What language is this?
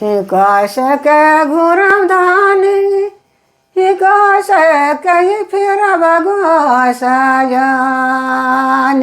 Sadri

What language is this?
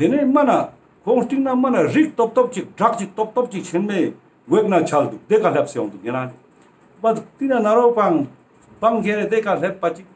Ladakhi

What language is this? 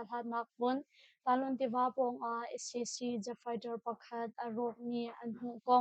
Hakha Chin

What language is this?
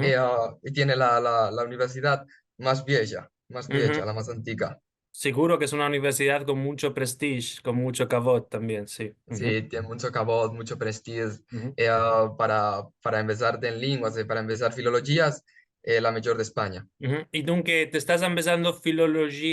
Ladino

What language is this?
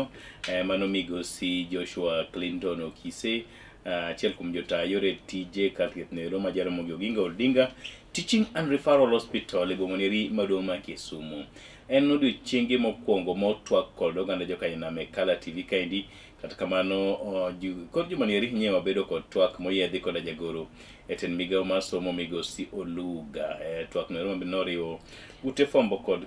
Luo (Kenya and Tanzania)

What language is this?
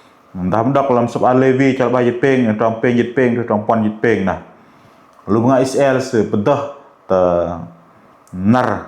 Bahnar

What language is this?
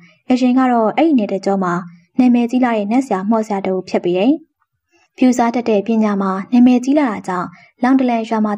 Burmese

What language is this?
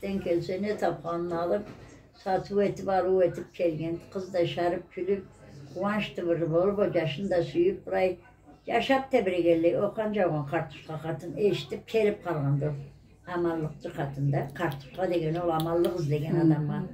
Karachay-Balkar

